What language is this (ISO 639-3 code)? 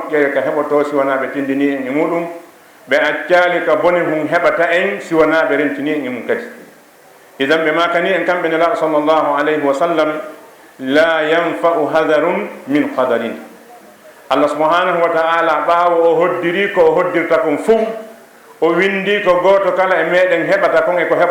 ful